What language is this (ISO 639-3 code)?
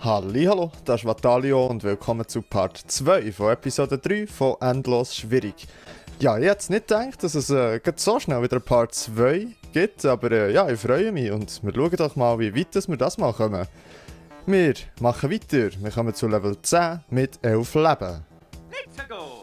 gsw